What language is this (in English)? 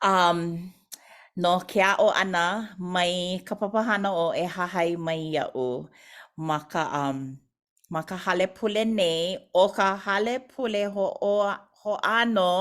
Hawaiian